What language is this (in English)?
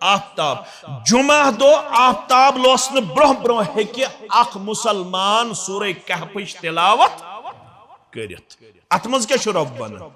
Kashmiri